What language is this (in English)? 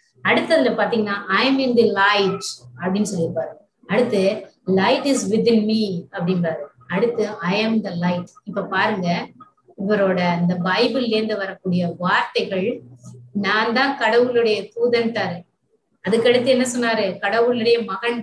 Tamil